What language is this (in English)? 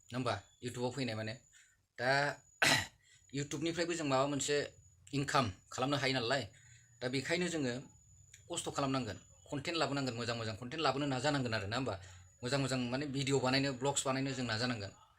Bodo